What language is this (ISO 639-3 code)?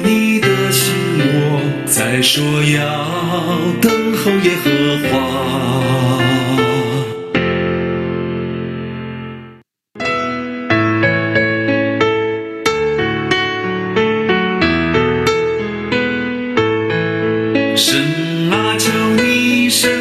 zho